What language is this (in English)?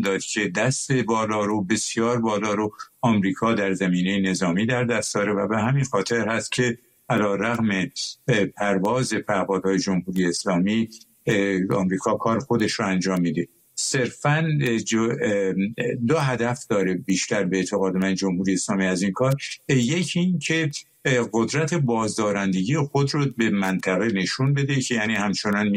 Persian